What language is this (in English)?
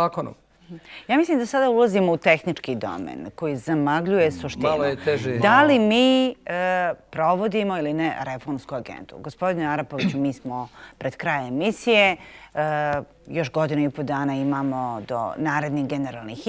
Bosnian